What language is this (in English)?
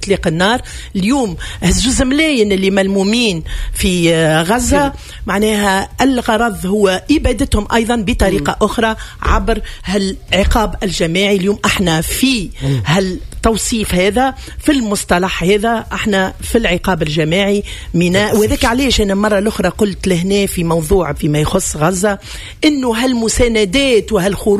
Tunisian Arabic